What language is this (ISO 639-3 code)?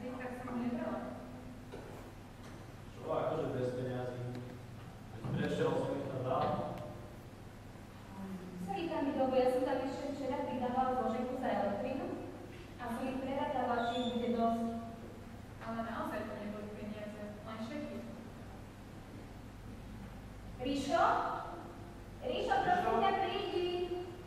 slk